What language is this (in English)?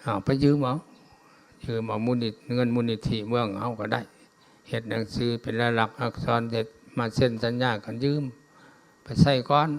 Lao